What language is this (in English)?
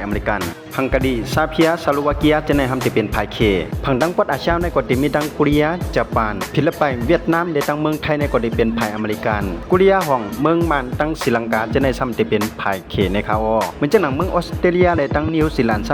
Shan